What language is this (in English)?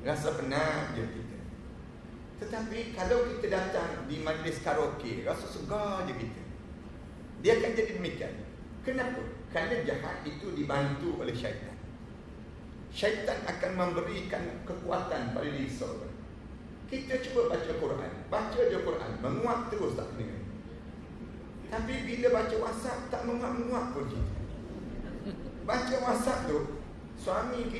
Malay